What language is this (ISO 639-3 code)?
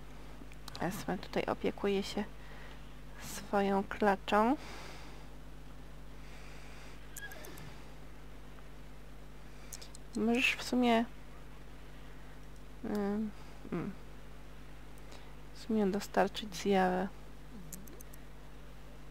pol